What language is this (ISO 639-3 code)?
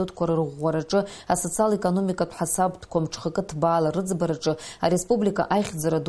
abk